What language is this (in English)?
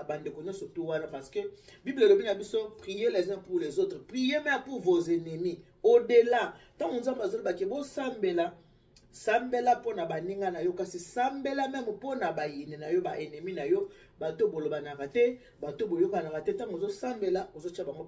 Lingala